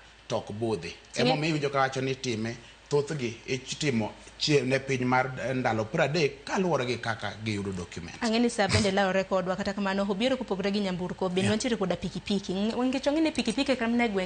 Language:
Luo (Kenya and Tanzania)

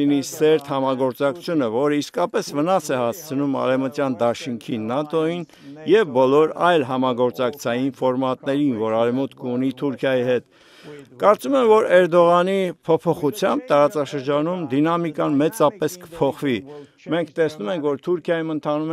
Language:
Armenian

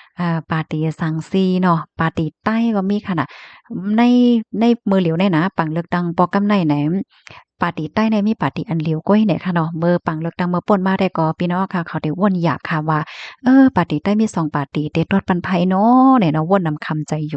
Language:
Shan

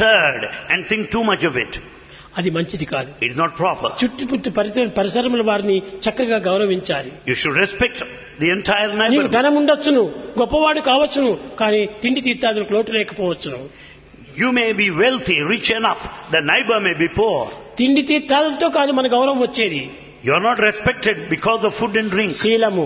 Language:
Telugu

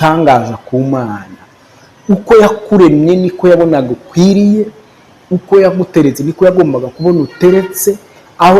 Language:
Kinyarwanda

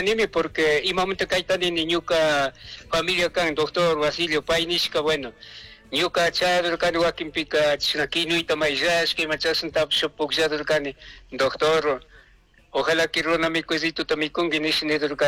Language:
Chimborazo Highland Quichua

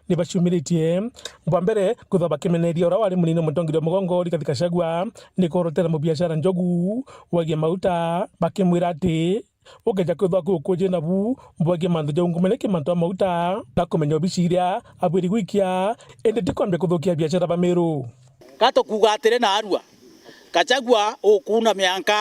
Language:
Meru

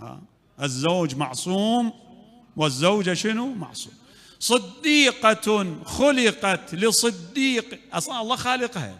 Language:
Mesopotamian Arabic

